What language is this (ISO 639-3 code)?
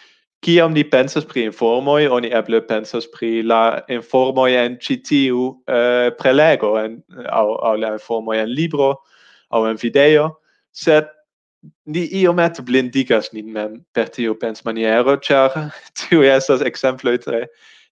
epo